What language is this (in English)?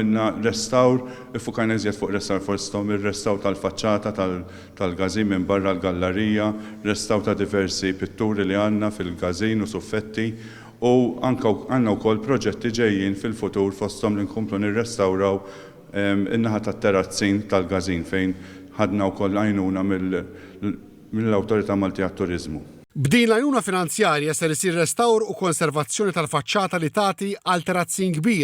Maltese